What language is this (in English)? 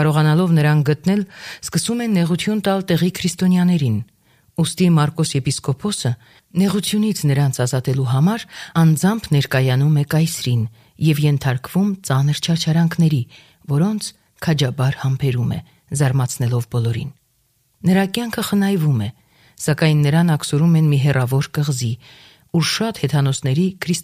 Armenian